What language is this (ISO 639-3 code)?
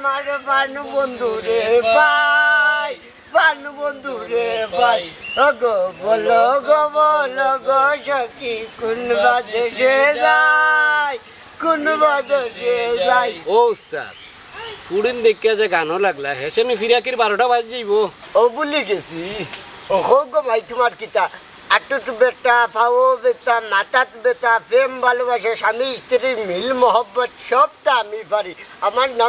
syl